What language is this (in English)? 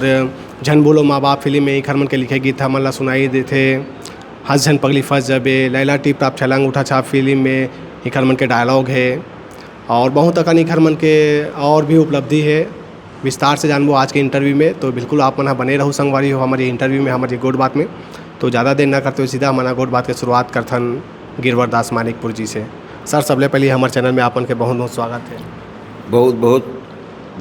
Chhattisgarhi